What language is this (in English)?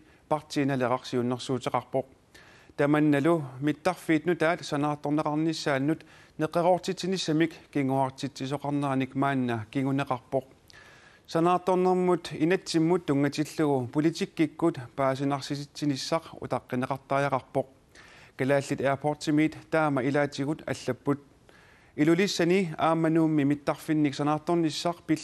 Kalaallisut